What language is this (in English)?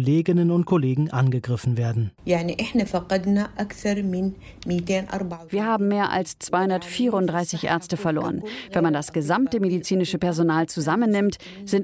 German